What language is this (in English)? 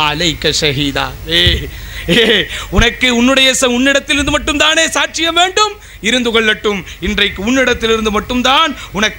Tamil